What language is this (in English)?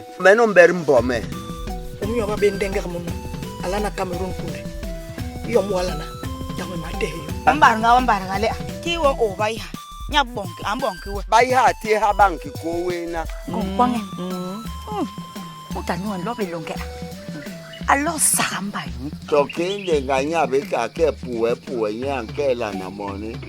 Basaa